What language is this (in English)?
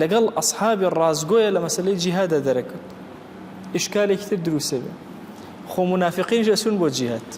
Central Kurdish